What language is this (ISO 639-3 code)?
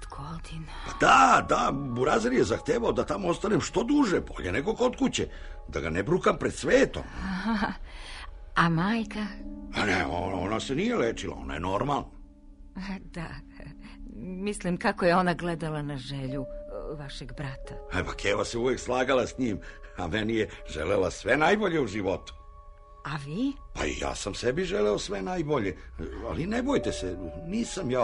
srp